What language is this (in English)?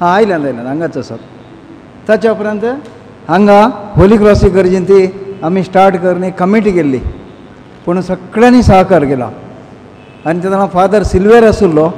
Konkani